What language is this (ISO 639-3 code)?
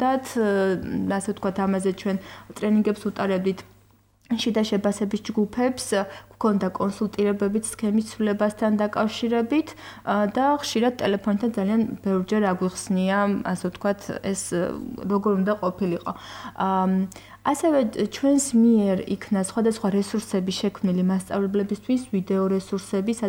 kat